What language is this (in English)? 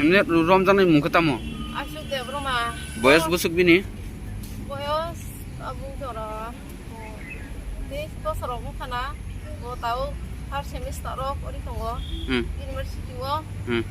Kok Borok